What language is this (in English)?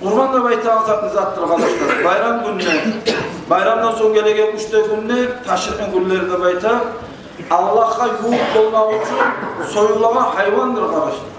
Kumyk